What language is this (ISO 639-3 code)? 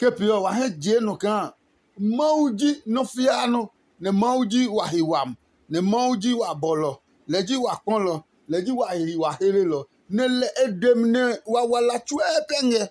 ada